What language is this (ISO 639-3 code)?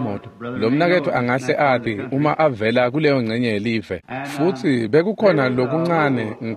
ssw